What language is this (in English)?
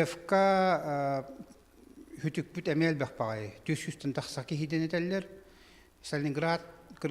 Yakut